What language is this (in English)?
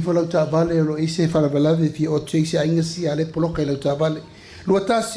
Samoan